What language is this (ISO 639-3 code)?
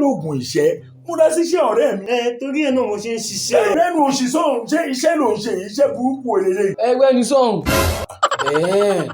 yor